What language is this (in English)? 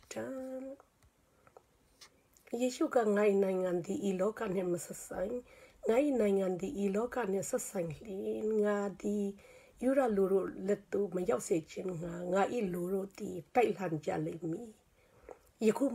Burmese